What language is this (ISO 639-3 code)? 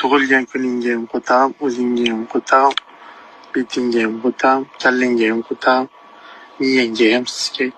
uzb